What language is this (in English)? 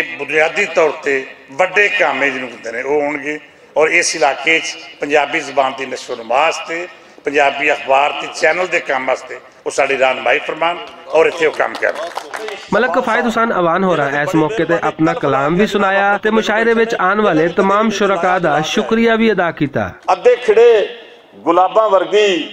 Western Panjabi